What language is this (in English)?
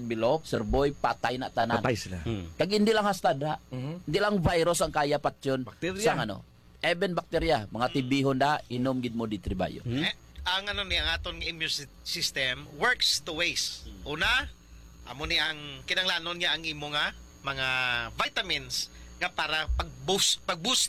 Hiligaynon